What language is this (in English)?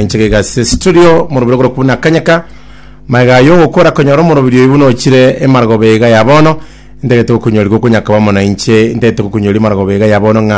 Gusii